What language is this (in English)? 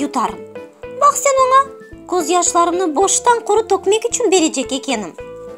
Crimean Tatar